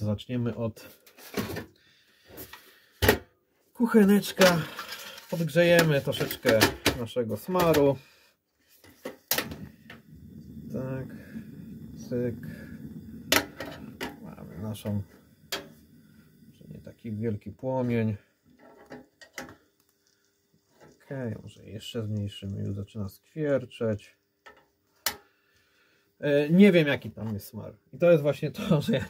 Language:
Polish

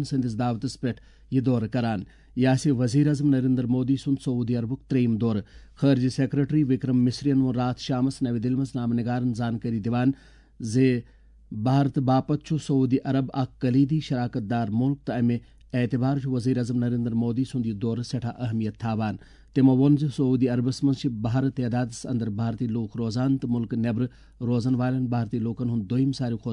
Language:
Kashmiri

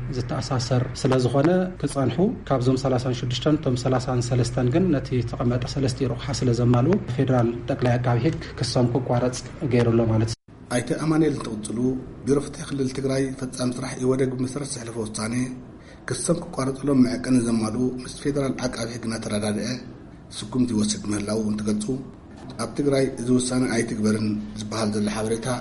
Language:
Tigrinya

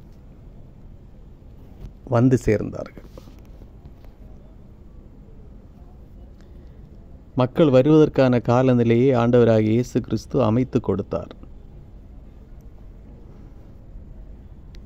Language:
Tamil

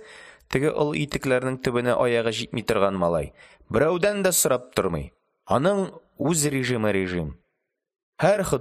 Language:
Tatar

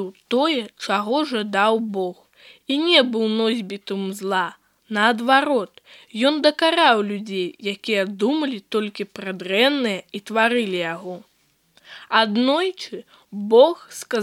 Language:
Belarusian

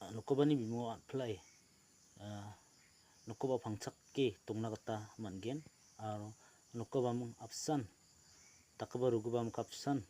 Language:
Garo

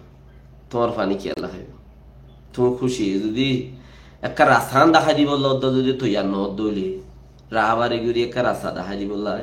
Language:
Rohingya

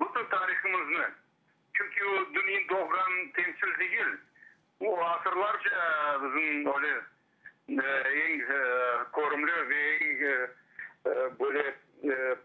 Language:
Crimean Tatar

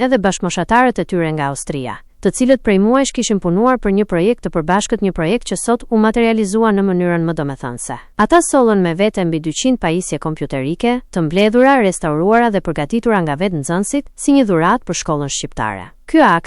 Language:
Albanian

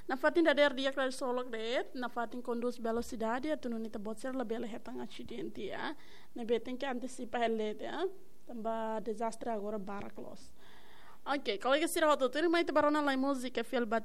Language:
Tetum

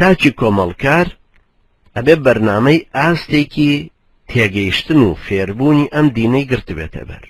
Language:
Central Kurdish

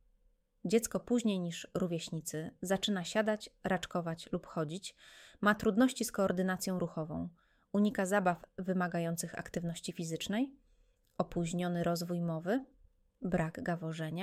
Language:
Polish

